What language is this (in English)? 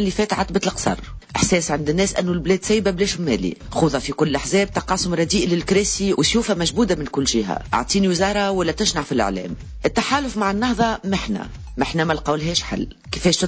Tunisian Arabic